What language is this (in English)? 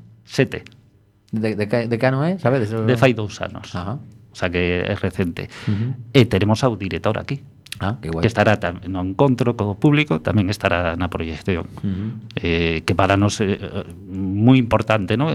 Galician